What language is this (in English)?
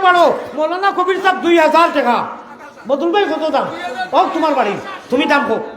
Sylheti